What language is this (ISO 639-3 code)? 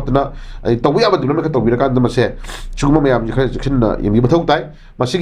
mni